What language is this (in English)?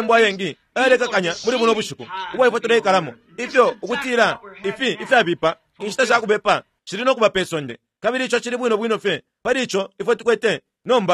Bemba